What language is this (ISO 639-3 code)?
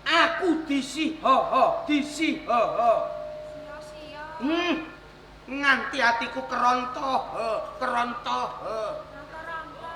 jav